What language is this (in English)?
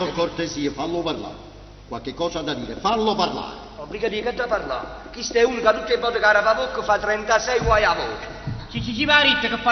Neapolitan